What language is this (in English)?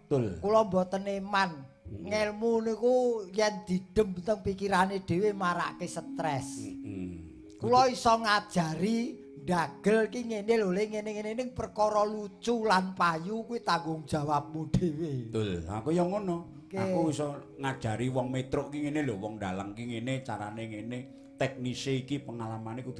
Javanese